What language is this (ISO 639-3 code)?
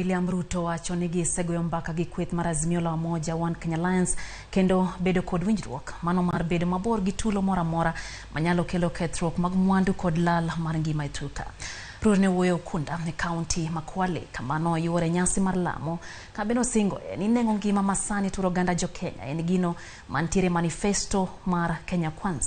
luo